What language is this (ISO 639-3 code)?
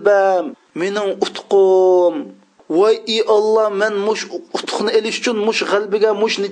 uig